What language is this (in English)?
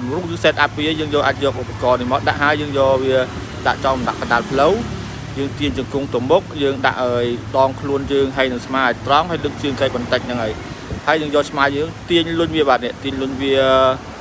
Khmer